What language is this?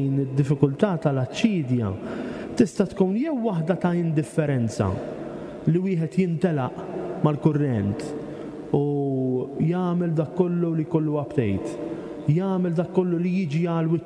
Maltese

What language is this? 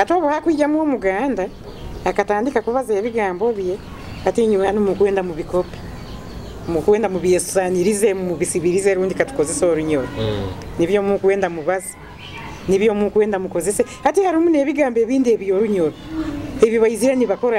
Nyoro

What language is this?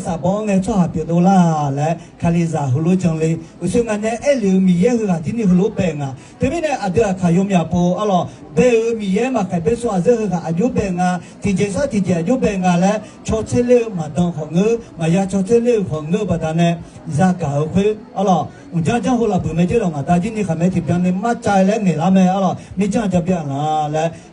Akha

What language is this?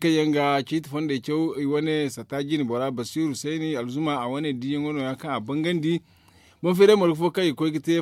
Zarma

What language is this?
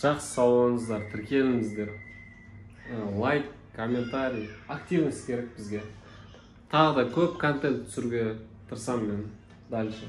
Kazakh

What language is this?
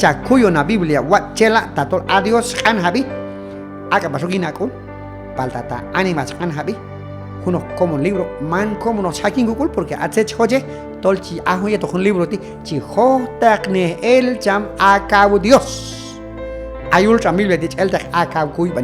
Q'anjob'al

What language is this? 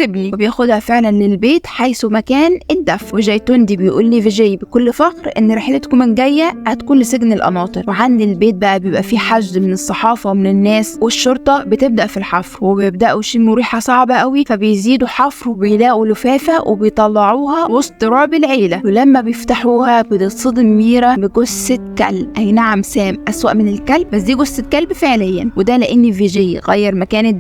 Egyptian Arabic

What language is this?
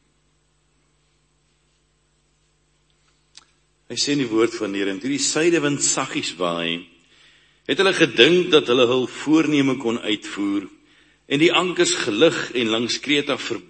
Afrikaans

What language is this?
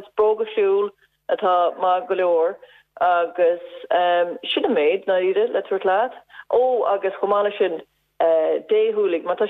Irish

